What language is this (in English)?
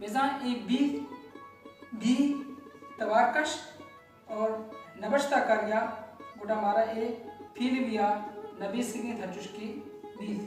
Baluchi